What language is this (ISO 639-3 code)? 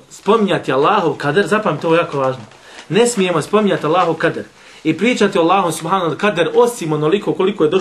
bos